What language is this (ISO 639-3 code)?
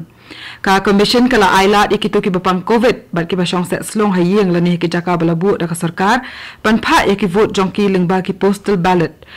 kha